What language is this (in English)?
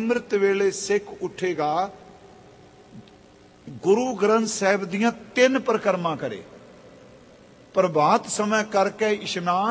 Punjabi